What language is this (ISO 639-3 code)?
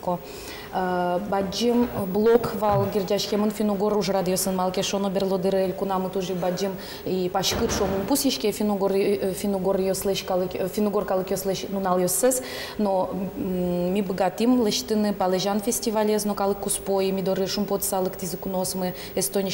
udm